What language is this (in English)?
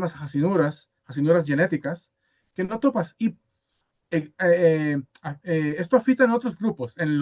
Ladino